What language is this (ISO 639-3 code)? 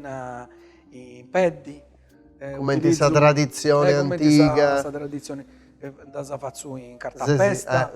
srd